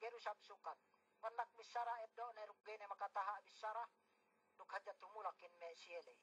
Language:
Yakan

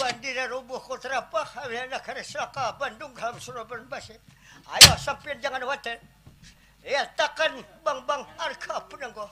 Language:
Banjar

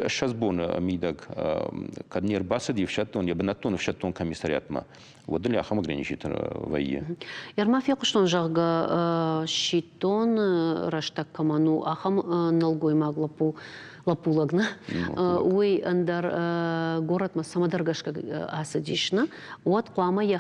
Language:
Ossetic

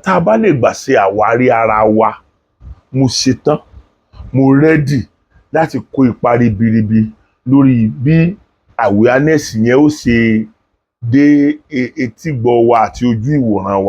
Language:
Yoruba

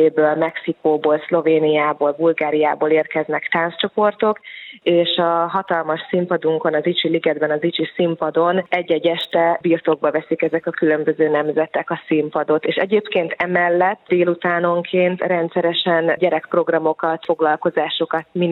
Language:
Hungarian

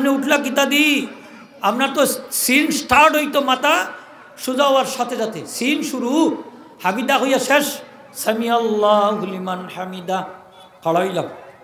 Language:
Sylheti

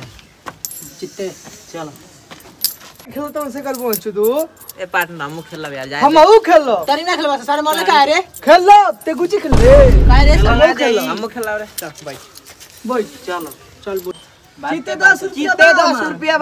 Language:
Bhojpuri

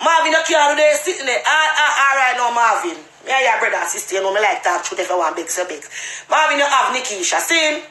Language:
Jamaican Creole English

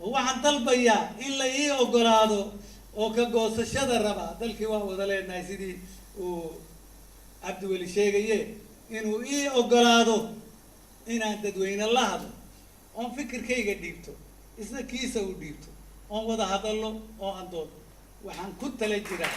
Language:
Somali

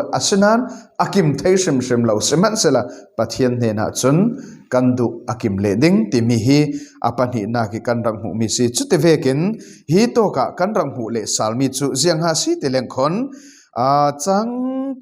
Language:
Falam Chin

